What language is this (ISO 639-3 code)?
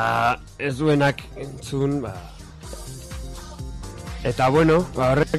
eus